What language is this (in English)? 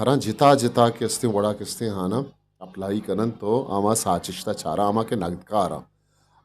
Eastern Balochi